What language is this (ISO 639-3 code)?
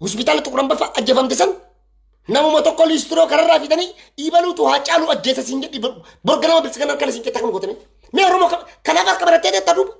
orm